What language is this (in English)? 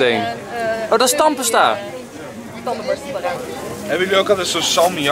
Dutch